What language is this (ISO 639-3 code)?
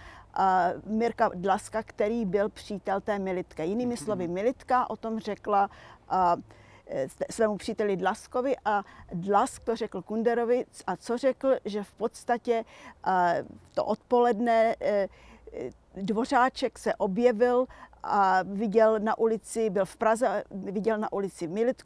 ces